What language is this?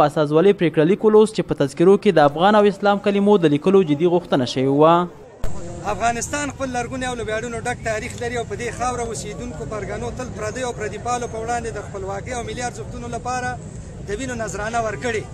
Pashto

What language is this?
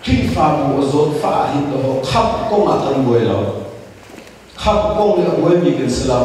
Hakha Chin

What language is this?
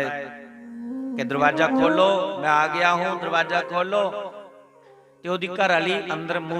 Dogri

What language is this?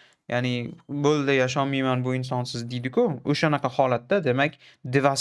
Uzbek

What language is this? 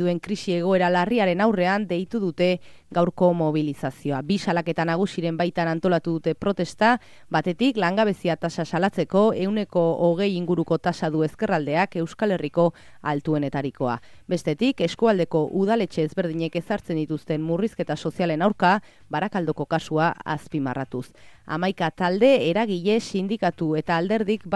Basque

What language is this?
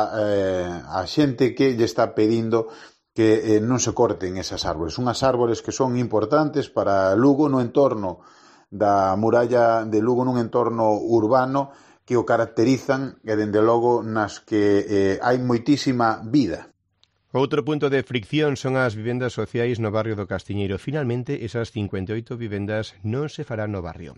Galician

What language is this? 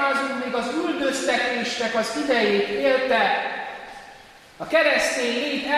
Hungarian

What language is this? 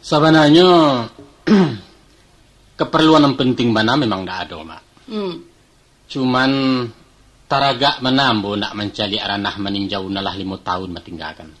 Minangkabau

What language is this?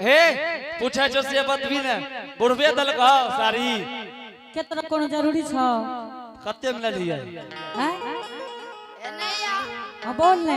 Angika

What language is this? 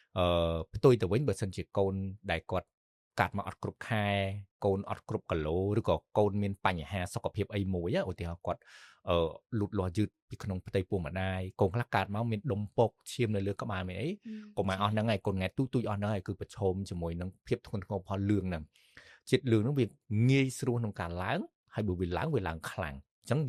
Khmer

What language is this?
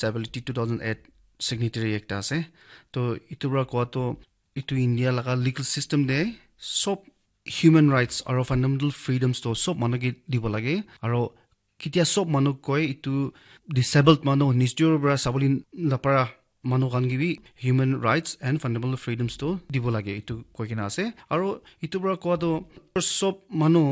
Naga Pidgin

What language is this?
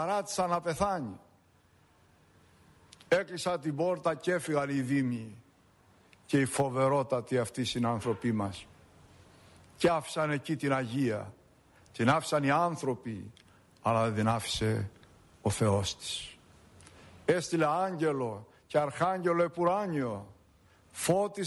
Greek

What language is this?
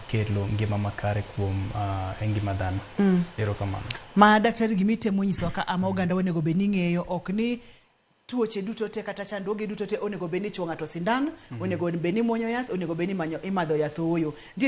Luo (Kenya and Tanzania)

